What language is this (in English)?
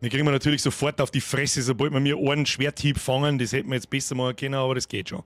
Bavarian